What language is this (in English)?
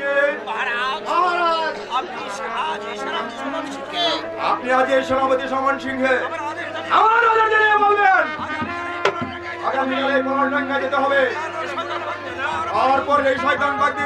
Bangla